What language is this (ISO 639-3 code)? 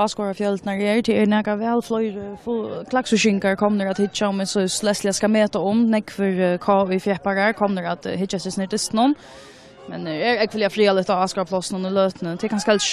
fao